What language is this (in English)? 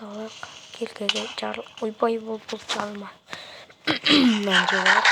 Kazakh